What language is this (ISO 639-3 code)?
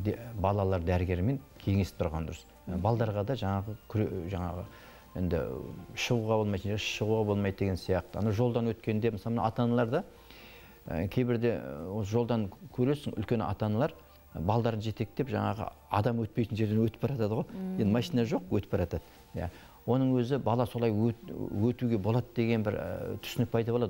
kaz